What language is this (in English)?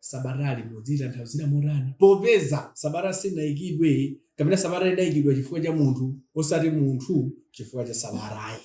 Nyanja